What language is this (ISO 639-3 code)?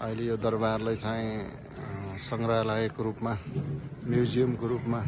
nep